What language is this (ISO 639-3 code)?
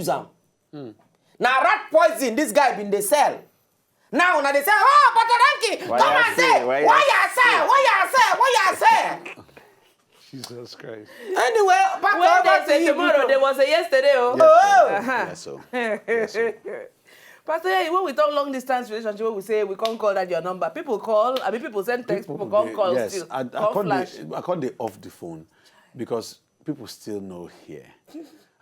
pcm